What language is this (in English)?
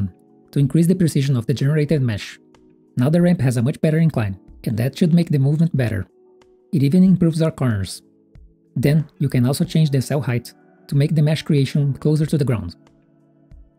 English